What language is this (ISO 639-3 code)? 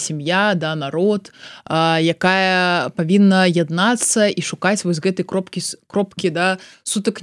bel